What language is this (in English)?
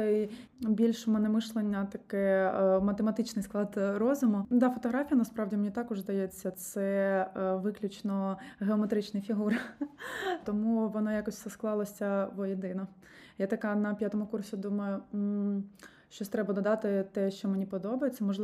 Ukrainian